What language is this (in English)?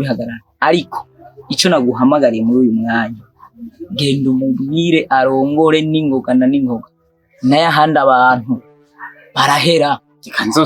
Rundi